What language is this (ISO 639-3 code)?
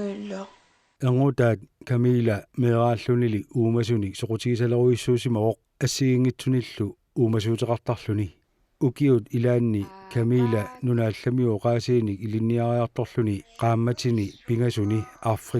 kal